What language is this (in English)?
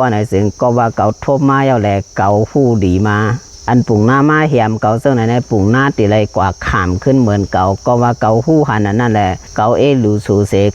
Shan